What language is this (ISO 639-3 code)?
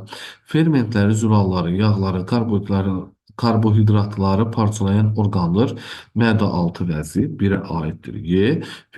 aze